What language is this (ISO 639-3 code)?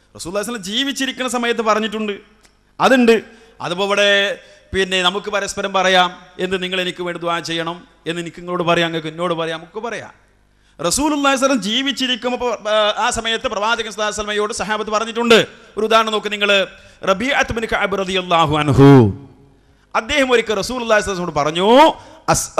mal